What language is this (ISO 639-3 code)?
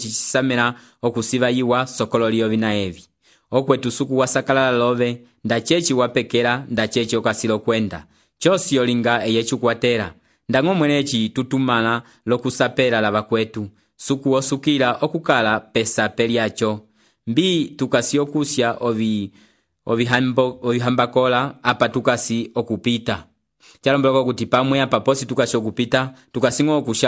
umb